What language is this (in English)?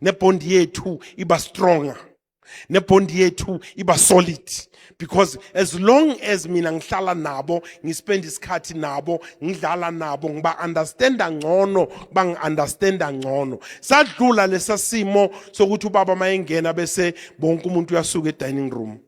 Zulu